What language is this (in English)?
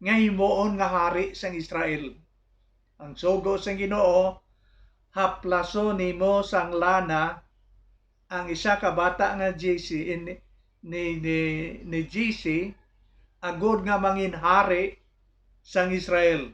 Hiligaynon